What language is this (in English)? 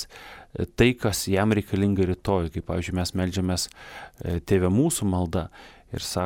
Lithuanian